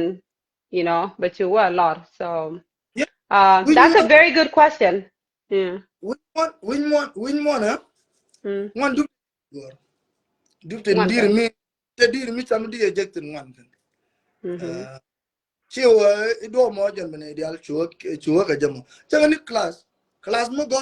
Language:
Nuer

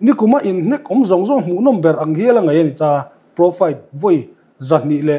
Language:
Mizo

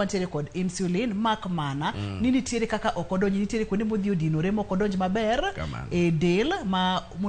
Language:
Luo (Kenya and Tanzania)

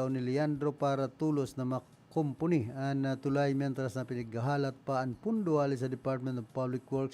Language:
Bikol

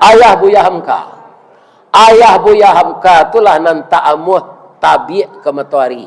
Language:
Minangkabau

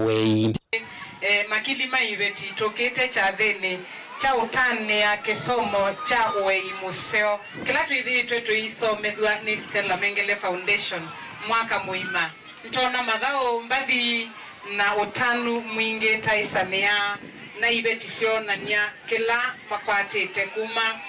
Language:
Kamba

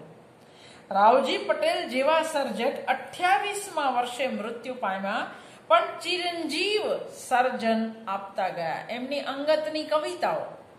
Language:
Gujarati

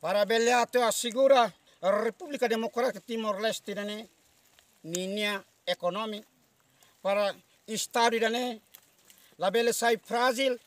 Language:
Tetum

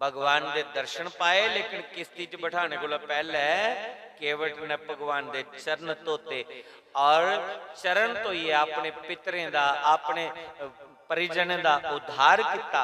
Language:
Dogri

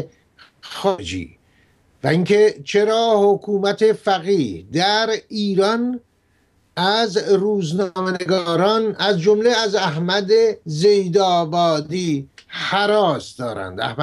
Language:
Persian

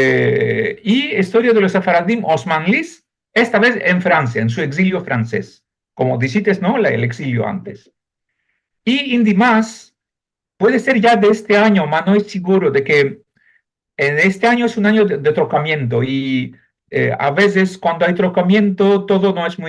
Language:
Ladino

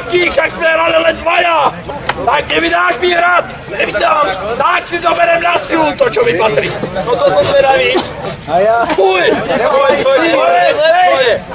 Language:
Slovak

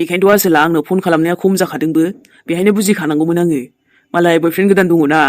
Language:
Bodo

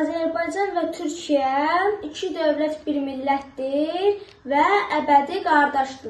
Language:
Azerbaijani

